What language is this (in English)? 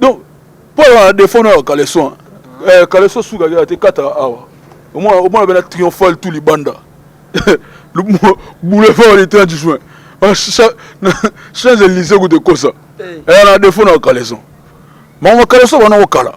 Lingala